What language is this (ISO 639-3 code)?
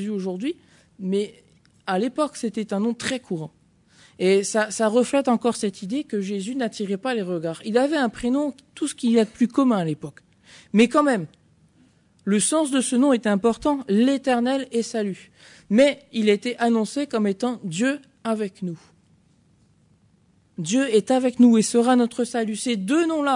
fra